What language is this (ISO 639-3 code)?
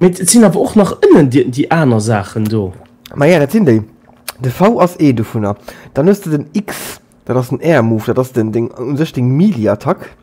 ltz